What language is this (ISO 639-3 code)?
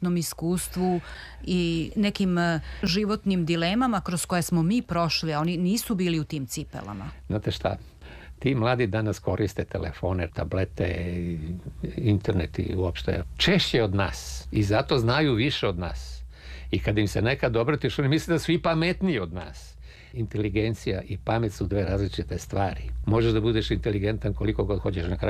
srp